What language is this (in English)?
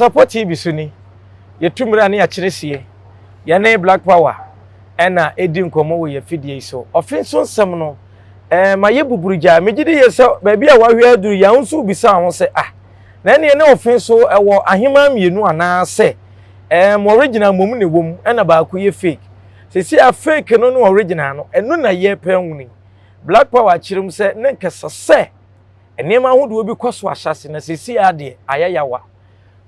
Akan